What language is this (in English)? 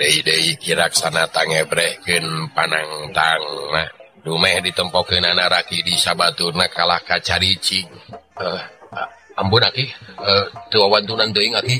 Sundanese